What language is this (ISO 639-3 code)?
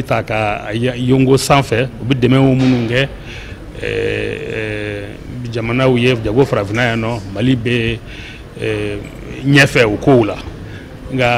bam